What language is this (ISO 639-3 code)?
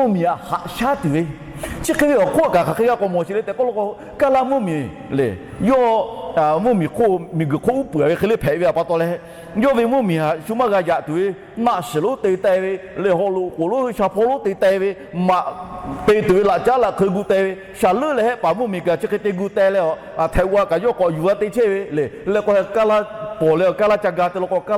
lhu